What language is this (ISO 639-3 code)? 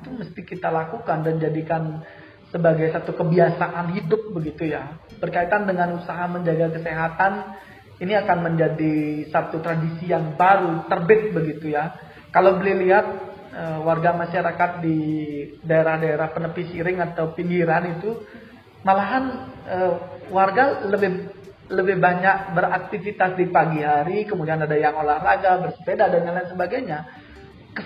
ind